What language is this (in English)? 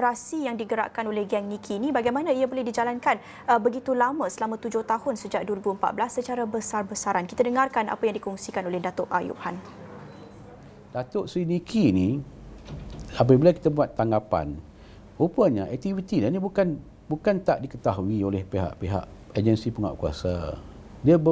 Malay